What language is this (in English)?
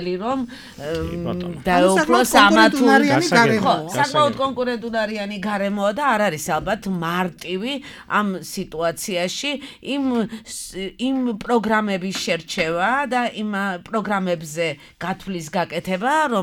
Georgian